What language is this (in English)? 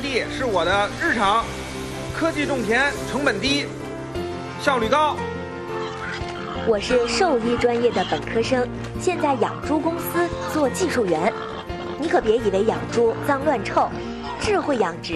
Chinese